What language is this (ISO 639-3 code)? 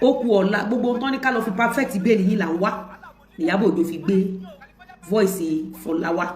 yor